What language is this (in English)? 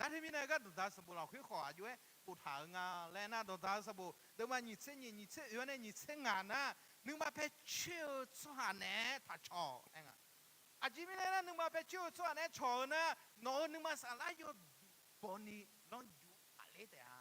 Akha